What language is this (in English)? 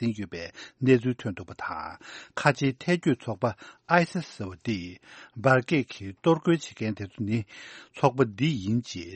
Tibetan